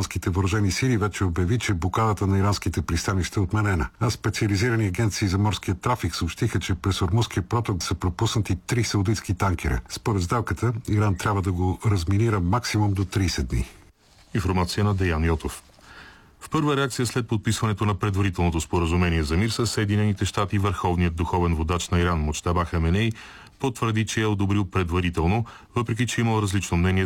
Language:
Bulgarian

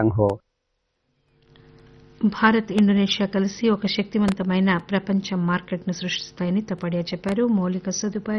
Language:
Telugu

